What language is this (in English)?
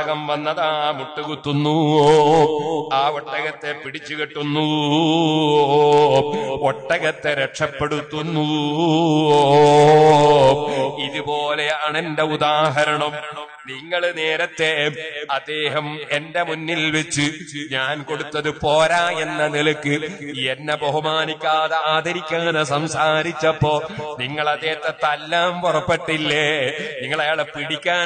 Malayalam